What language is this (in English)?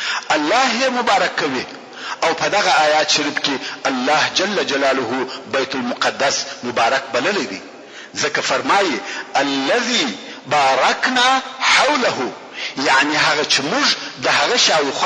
Pashto